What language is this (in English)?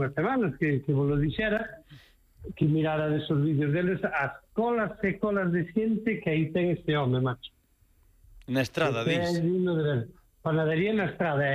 Galician